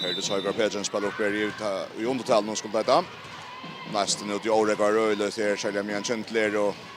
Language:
Faroese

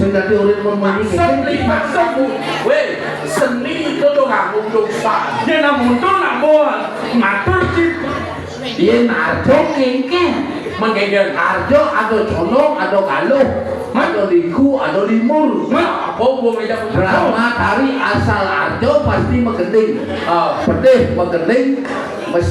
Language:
Balinese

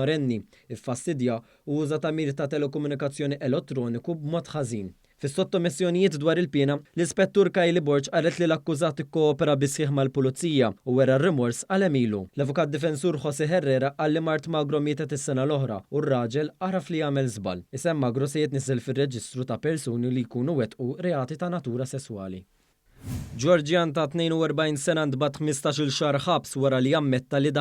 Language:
Maltese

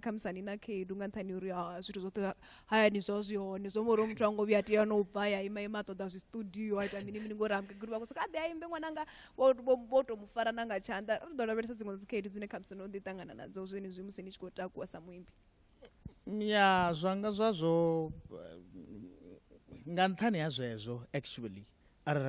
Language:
Venda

